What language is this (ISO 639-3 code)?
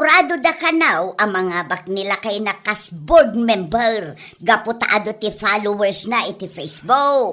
ilo